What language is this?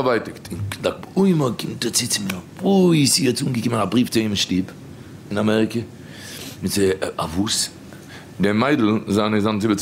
Yiddish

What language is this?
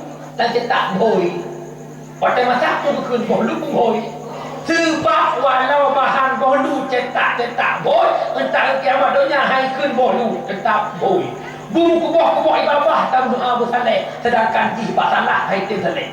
Achinese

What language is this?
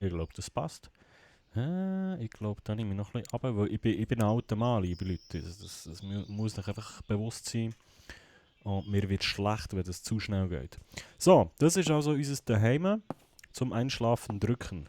Swiss German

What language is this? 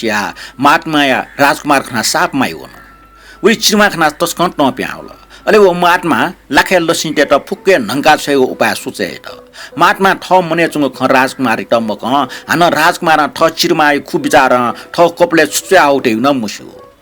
Newari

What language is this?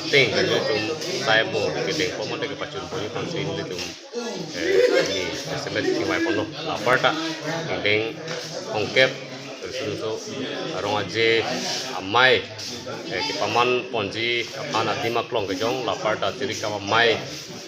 Karbi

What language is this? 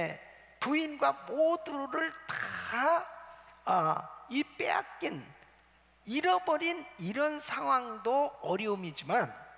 Korean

